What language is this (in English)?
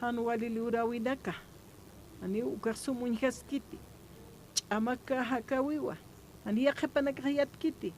Aymara